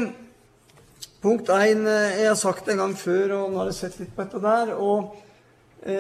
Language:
Norwegian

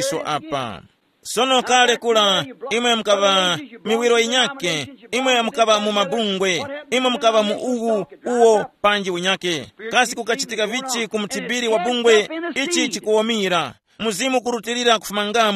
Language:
Tumbuka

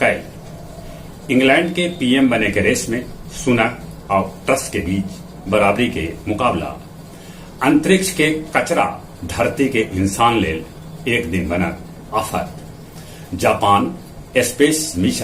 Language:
Magahi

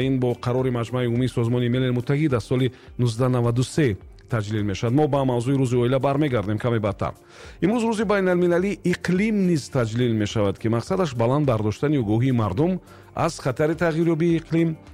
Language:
Tajik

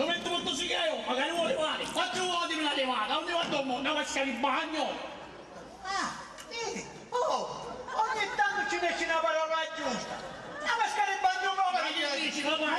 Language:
Sicilian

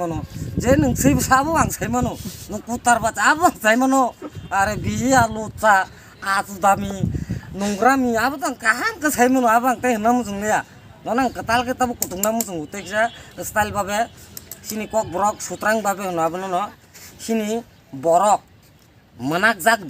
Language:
Kok Borok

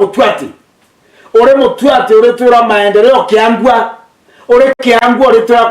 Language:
Meru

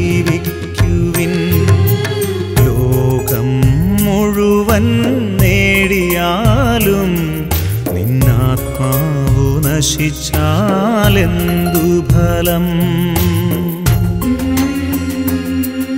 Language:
Malayalam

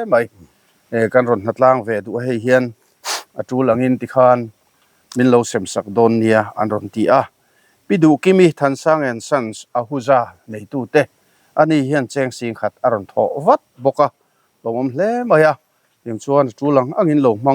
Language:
Mizo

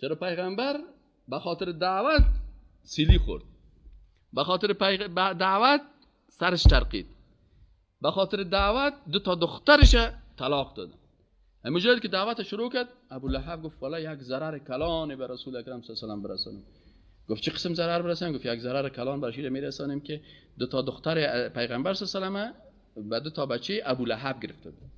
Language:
Persian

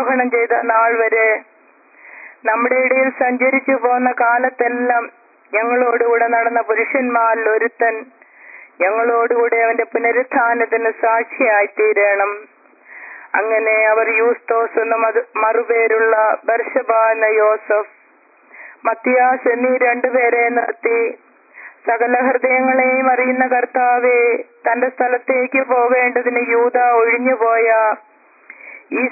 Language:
Malayalam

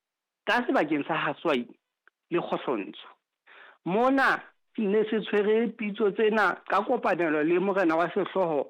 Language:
Southern Sotho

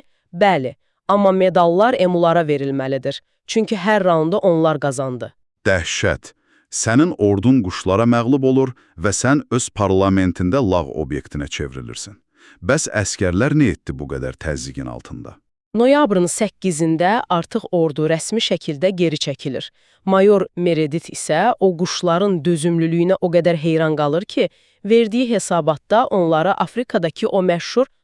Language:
Azerbaijani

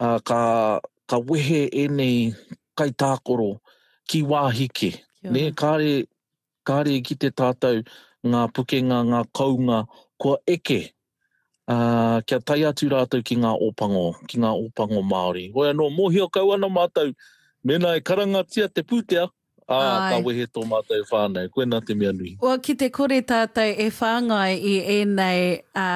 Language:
Māori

